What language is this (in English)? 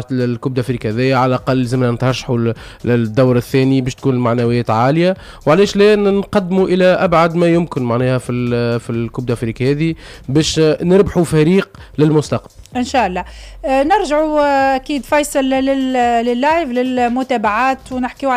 Tunisian Arabic